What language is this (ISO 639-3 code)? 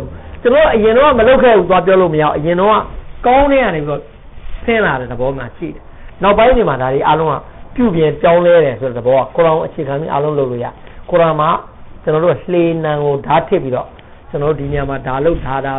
mya